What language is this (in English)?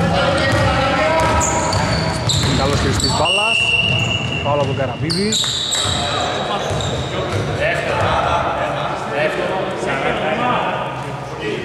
Greek